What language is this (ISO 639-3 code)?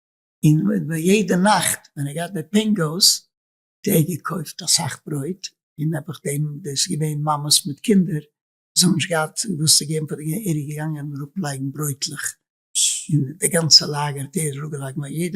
yid